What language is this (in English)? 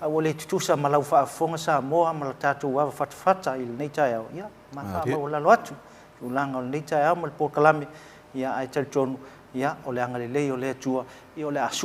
Samoan